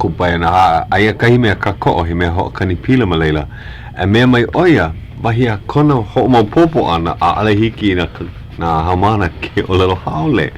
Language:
Hawaiian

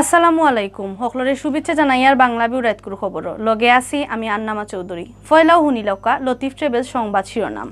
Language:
Sylheti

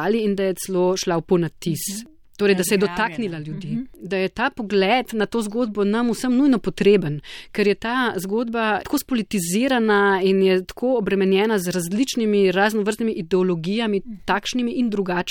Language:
Slovenian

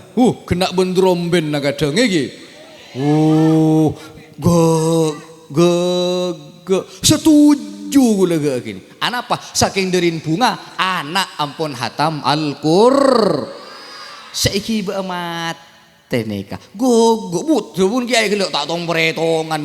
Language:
Madurese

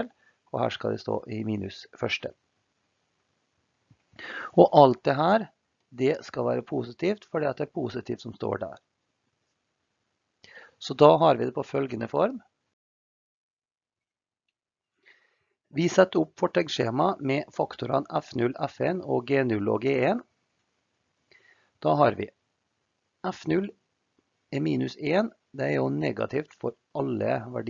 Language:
Norwegian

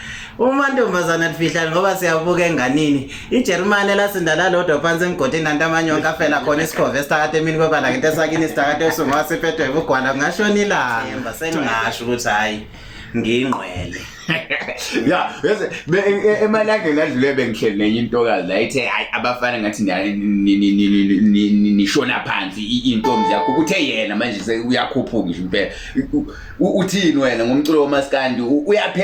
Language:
Zulu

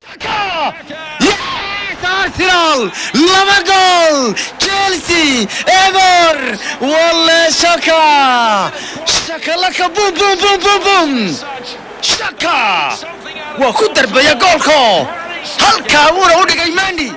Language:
Somali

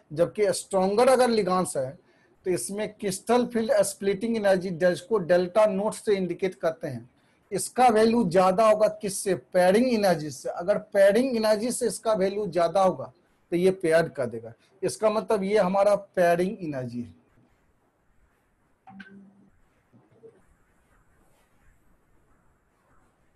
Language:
Hindi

